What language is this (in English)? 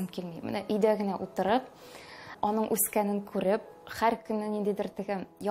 Tatar